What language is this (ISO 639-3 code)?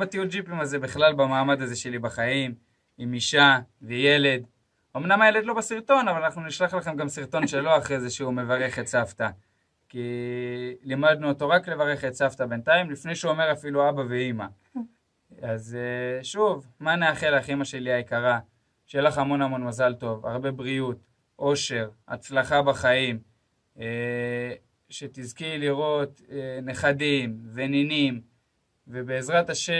heb